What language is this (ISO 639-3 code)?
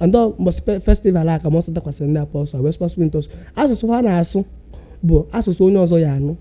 ibo